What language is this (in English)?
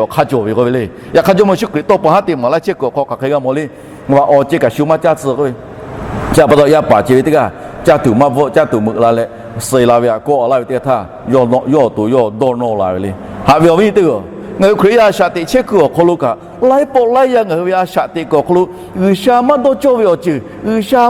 Lahu